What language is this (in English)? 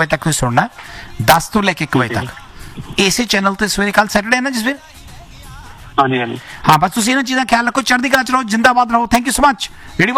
Punjabi